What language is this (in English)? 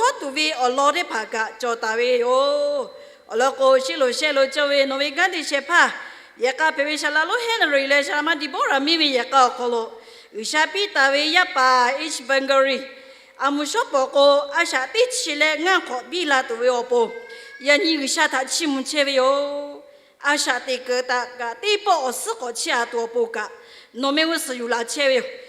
Lahu